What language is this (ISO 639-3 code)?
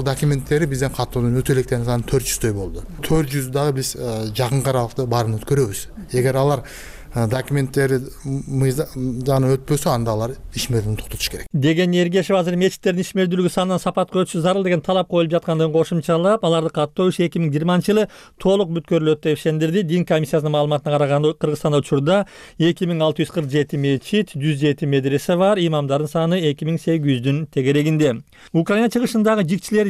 kir